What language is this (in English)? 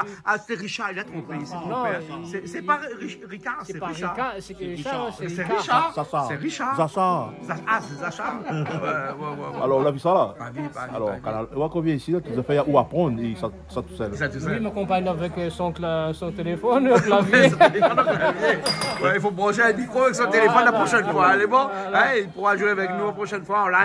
Réunion Creole French